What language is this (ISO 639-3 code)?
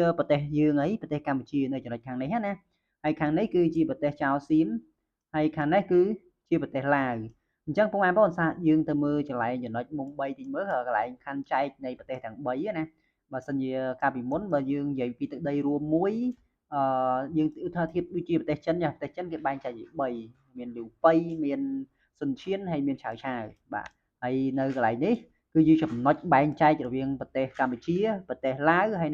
khm